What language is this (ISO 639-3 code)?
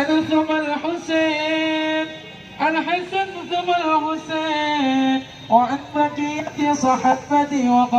bew